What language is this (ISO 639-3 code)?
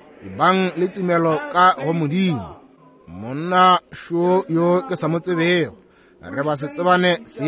nso